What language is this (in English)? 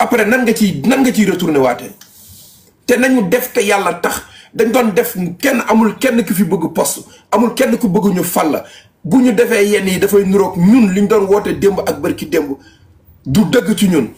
Wolof